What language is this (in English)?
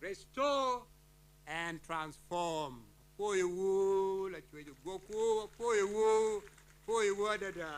Acoli